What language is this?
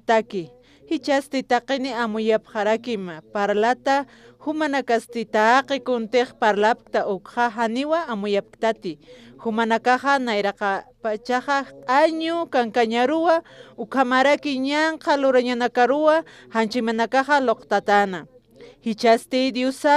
Aymara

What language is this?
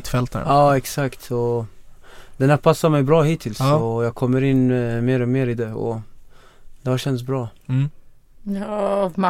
Swedish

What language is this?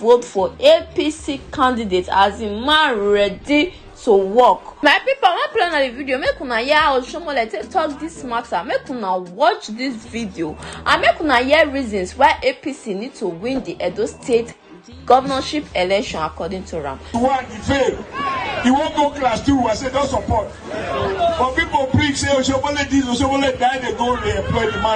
Nigerian Pidgin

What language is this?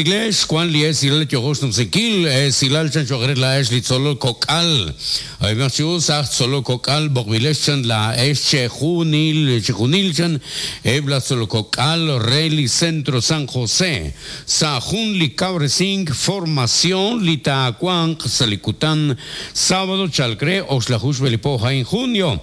Kekchí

